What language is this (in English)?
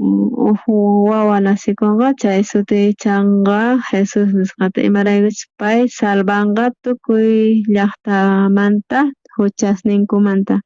South Bolivian Quechua